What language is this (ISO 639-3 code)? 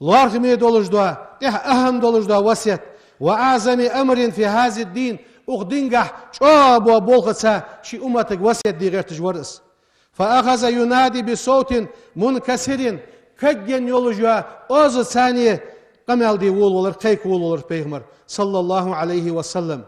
inh